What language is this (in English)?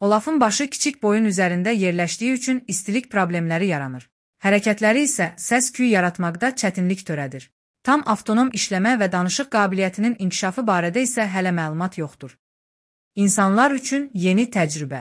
Azerbaijani